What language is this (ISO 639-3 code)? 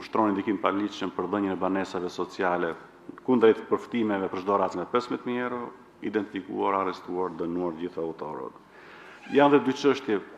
sqi